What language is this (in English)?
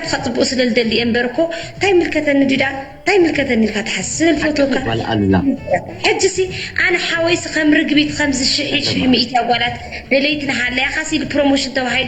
Tigrinya